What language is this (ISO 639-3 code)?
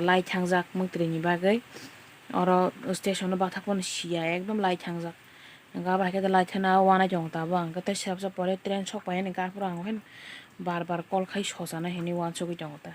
trp